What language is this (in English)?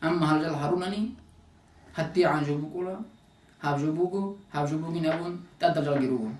Avaric